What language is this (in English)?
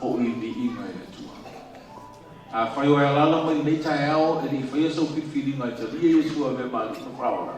Samoan